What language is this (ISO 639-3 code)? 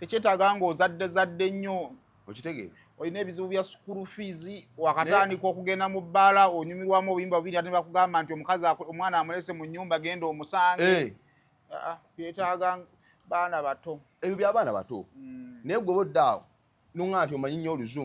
lug